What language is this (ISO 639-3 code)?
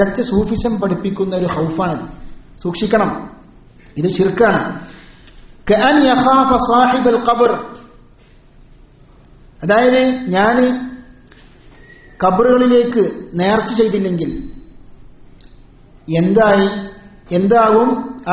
mal